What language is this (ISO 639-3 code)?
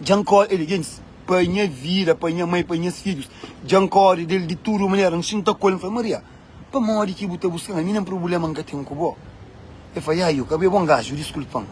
kea